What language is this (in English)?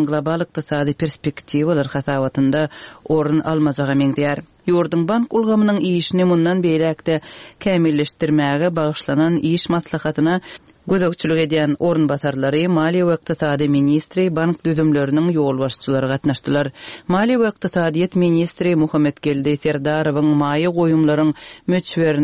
Turkmen